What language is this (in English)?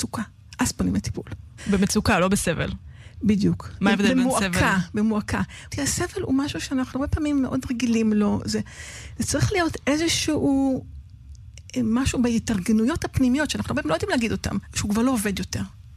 Hebrew